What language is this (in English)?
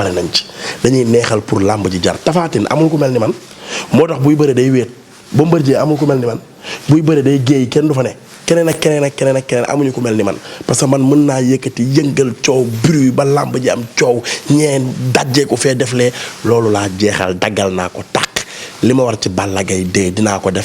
Wolof